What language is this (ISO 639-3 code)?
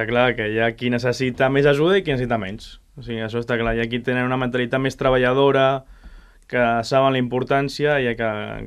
cat